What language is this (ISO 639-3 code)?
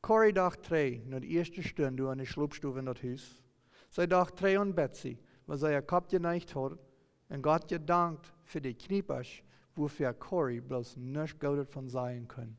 pdt